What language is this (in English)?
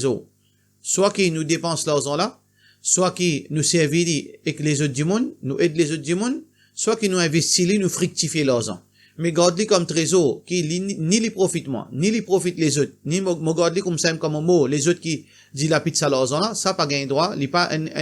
Morisyen